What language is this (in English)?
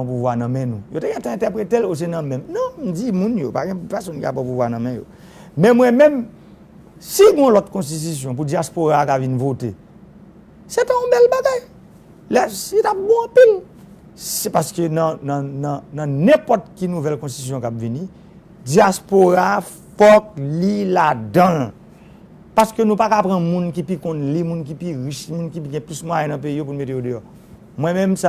Haitian Creole